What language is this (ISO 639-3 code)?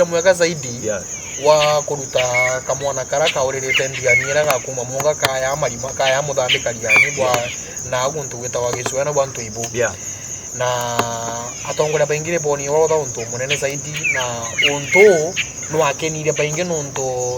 mer